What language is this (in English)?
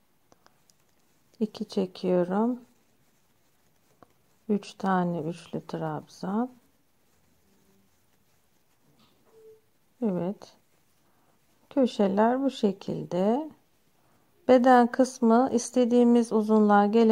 Turkish